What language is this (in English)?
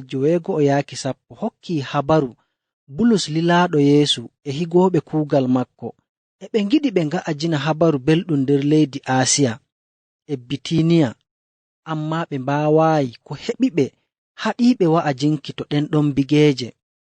Nigerian Fulfulde